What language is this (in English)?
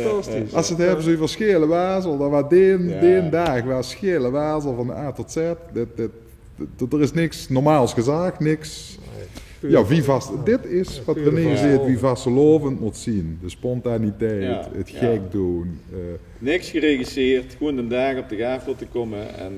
Limburgish